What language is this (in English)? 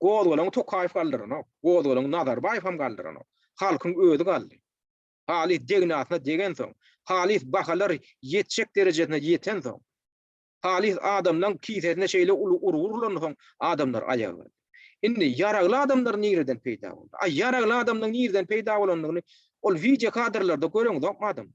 Turkmen